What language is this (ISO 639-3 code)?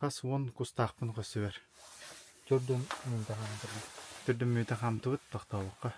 sah